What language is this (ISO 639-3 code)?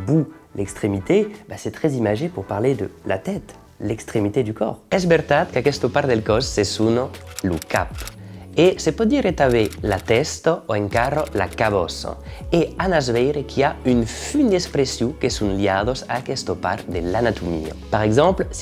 oci